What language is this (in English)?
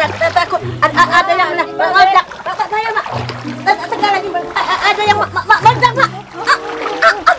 Musi